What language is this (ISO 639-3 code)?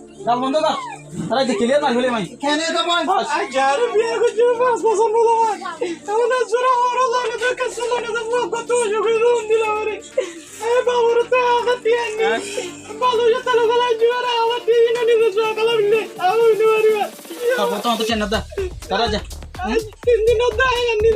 rhg